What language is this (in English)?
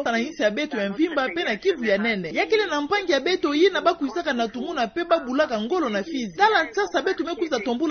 Kituba (Democratic Republic of Congo)